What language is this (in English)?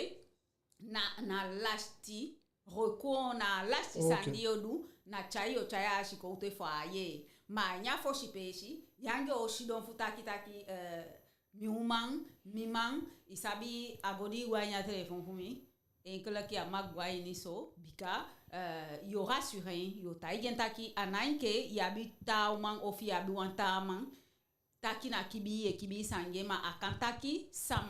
Eastern Maroon Creole